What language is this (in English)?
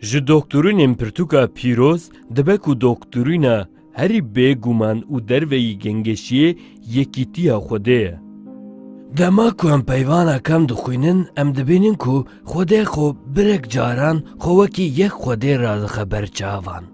Kurdish